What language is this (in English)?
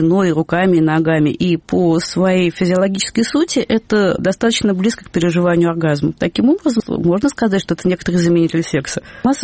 Russian